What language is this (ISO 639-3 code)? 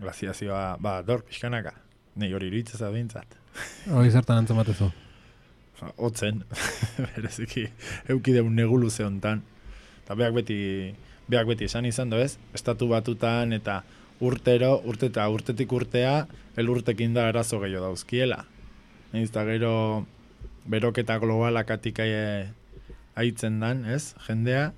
eus